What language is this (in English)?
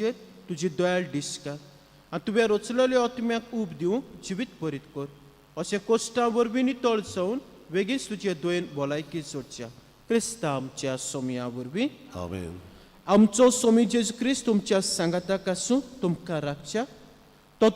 Konkani